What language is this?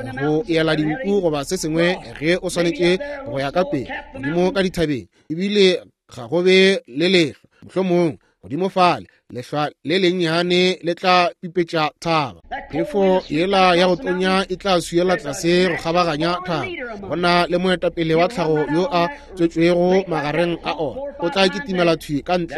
Northern Sotho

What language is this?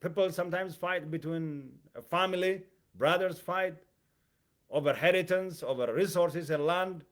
English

